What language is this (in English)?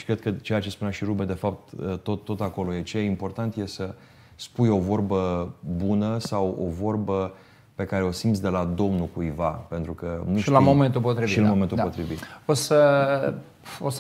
Romanian